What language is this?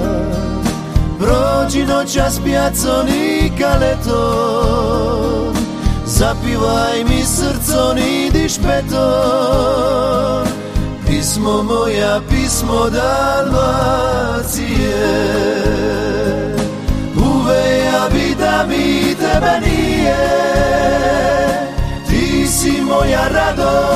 Croatian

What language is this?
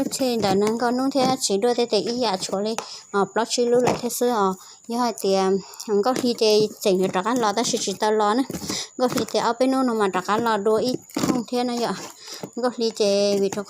Hmong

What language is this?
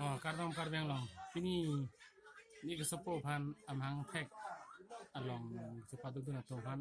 Karbi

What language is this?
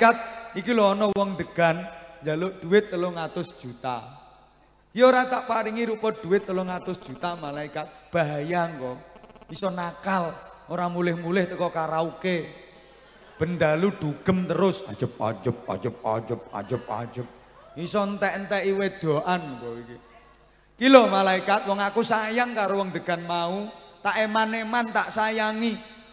Javanese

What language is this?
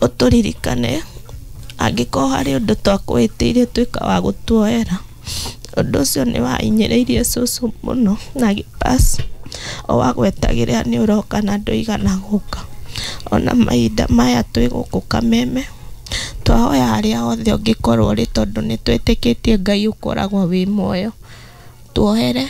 Kikuyu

